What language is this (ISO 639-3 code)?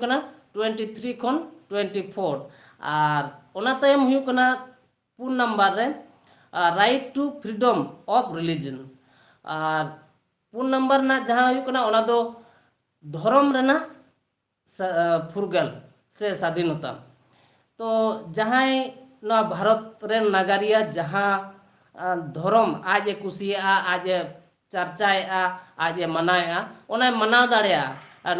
sat